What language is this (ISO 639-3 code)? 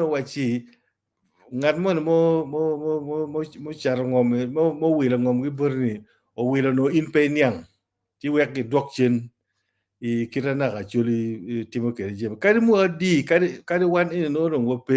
ach